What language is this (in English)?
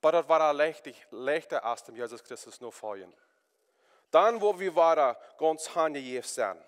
Plautdietsch